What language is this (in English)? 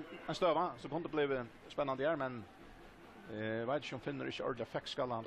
Faroese